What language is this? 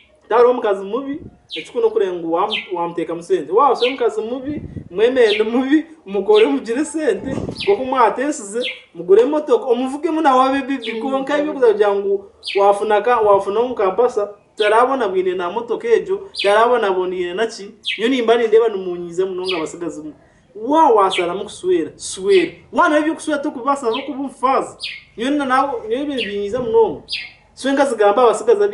Nyankole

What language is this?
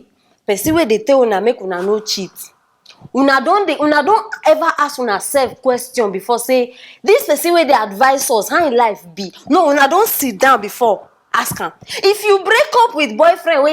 Nigerian Pidgin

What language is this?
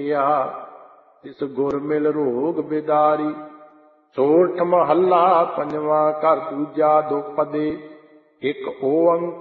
Punjabi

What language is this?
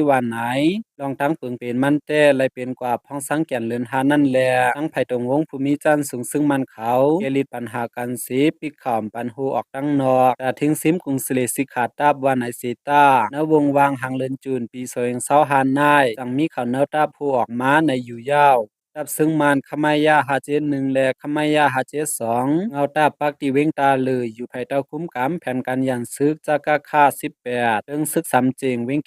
Shan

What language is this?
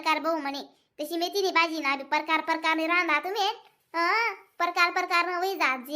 Khandesi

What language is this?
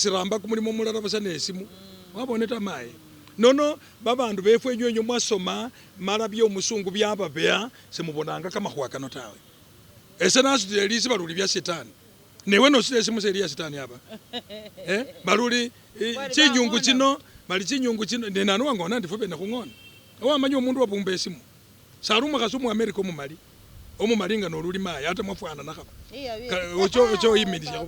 Masaaba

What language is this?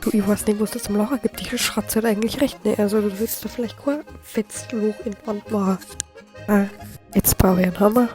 Bavarian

